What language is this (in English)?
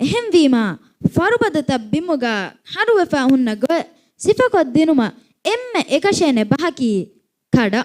Divehi